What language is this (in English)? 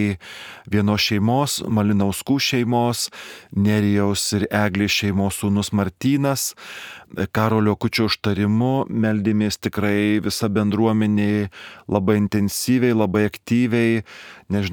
Lithuanian